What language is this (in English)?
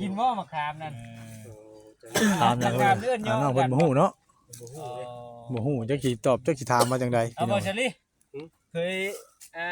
Northeastern Thai